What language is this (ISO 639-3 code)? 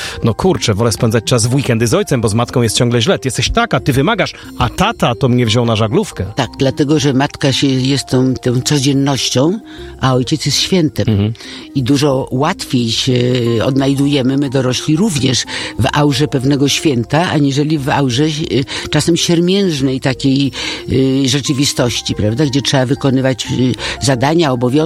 pol